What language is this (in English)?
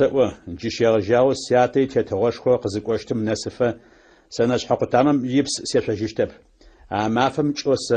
Adyghe